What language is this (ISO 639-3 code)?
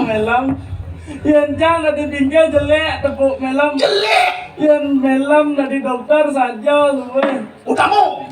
ban